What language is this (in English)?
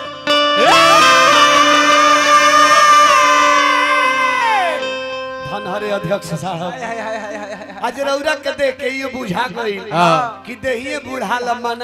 Bhojpuri